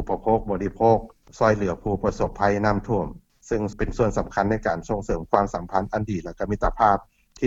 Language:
Lao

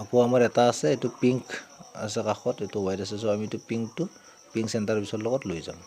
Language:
Assamese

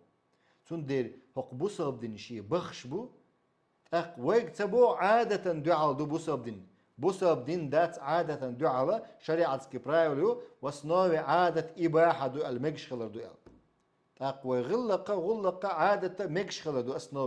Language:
Chechen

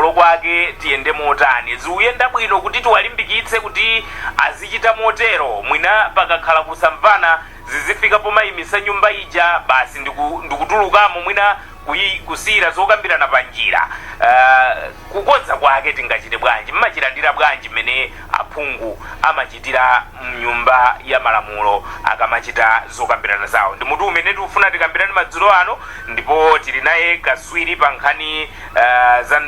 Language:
Nyanja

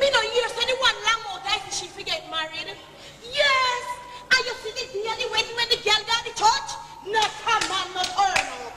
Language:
Jamaican Creole English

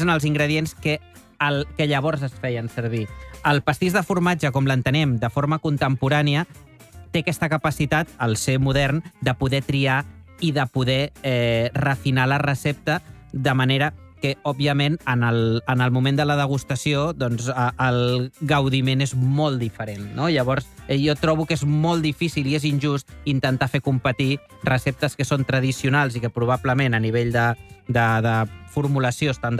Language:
Catalan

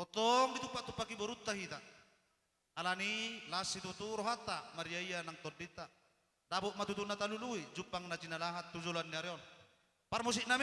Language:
Batak Toba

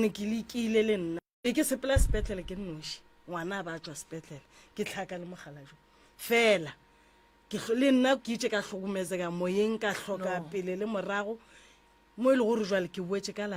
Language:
Northern Sotho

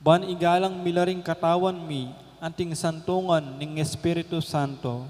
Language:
Pampanga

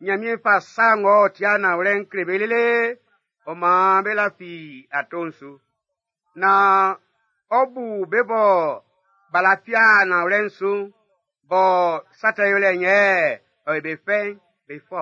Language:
Baoulé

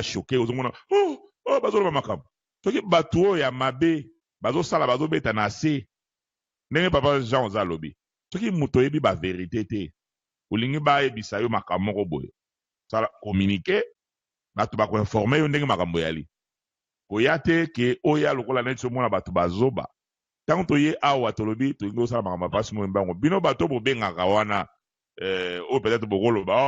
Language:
Lingala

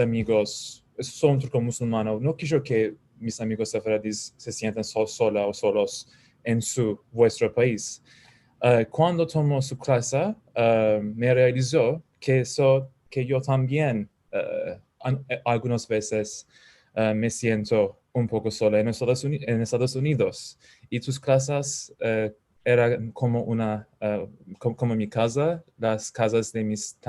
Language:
Ladino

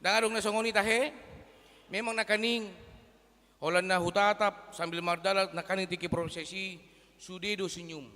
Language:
Batak Toba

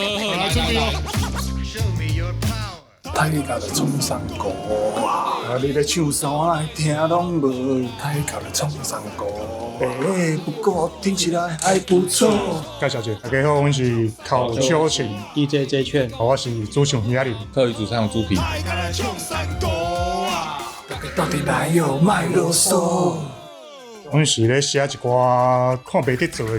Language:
Min Nan Chinese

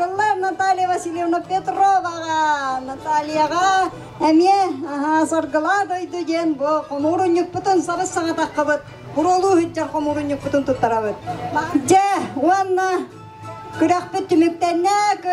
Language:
Yakut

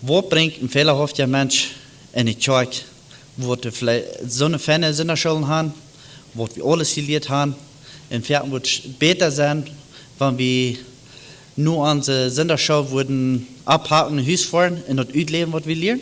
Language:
Plautdietsch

